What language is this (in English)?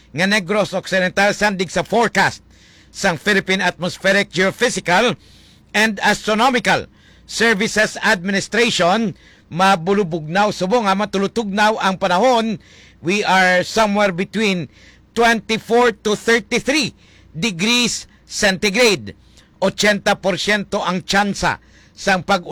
Hiligaynon